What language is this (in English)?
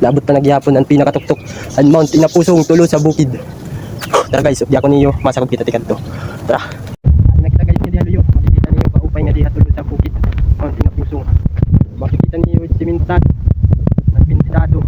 Waray